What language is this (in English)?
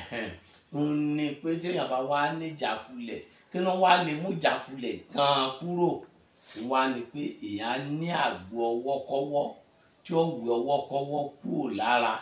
Yoruba